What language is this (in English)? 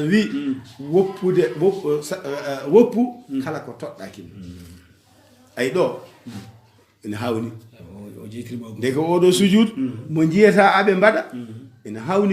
Fula